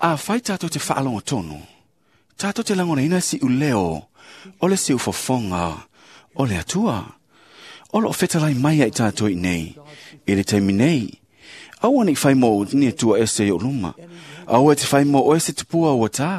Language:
Samoan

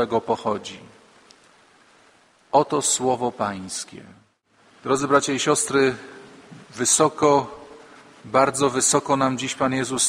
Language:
Polish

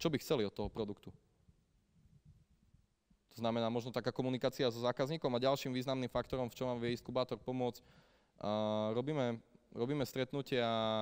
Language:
Slovak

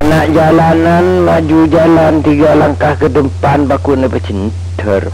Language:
Madurese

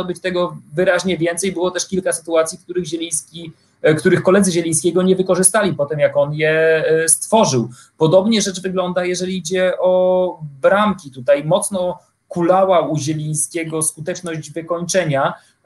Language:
Polish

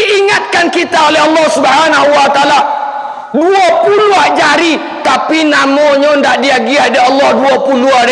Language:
Minangkabau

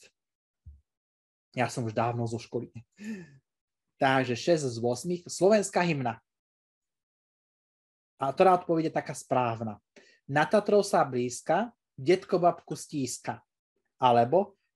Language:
Slovak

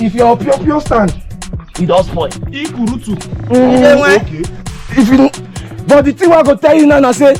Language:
Nigerian Pidgin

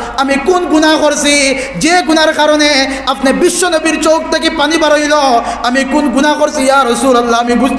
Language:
Sylheti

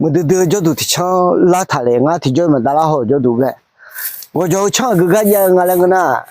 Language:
Akha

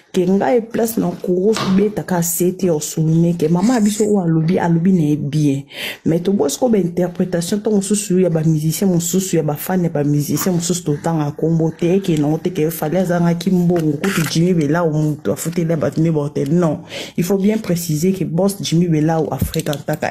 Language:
Lingala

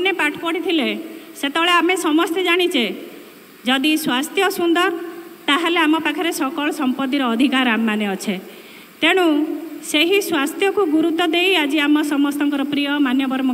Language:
Odia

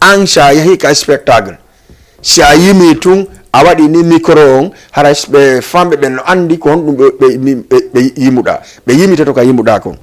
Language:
Fula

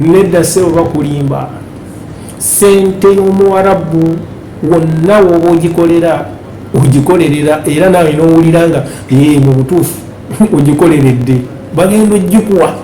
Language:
Ganda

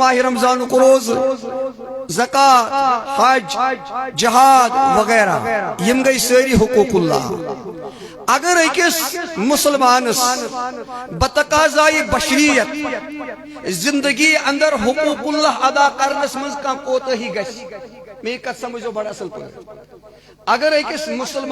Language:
Kashmiri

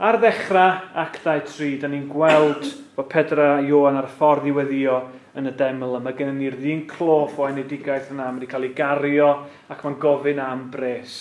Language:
Welsh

